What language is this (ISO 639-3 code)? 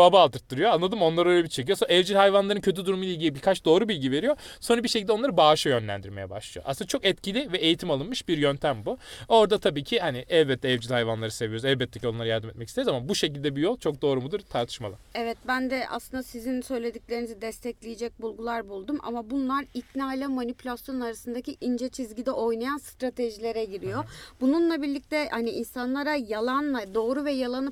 tur